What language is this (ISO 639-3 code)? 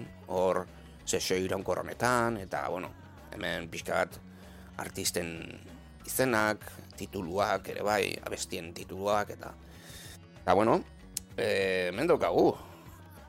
eus